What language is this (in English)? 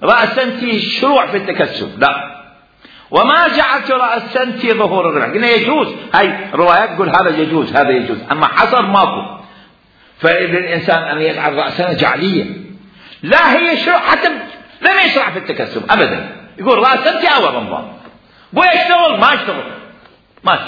Mesopotamian Arabic